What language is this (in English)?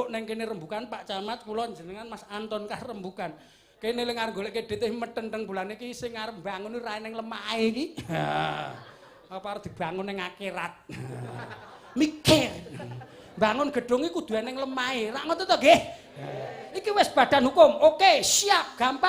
Javanese